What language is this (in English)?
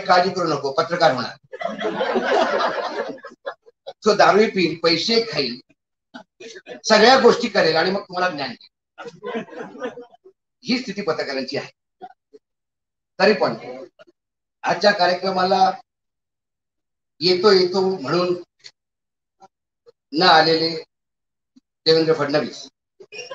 Marathi